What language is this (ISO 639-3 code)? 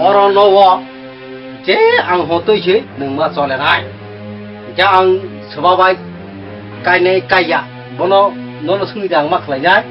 trp